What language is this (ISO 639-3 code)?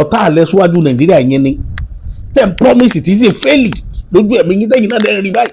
yor